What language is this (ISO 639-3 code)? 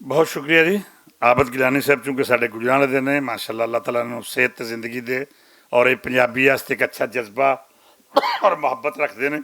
lah